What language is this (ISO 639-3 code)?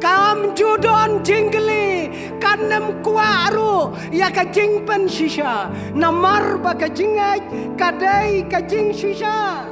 kha